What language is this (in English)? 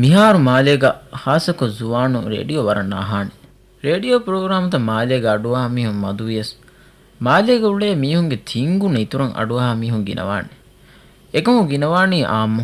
Divehi